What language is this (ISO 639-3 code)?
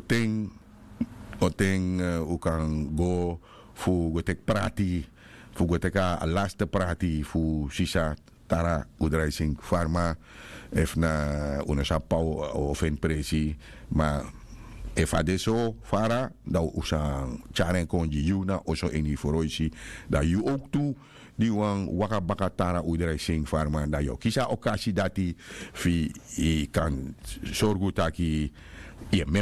srn